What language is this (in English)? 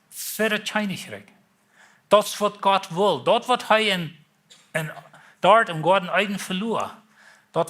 Plautdietsch